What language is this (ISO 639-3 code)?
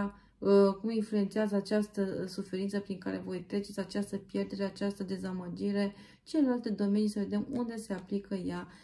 ron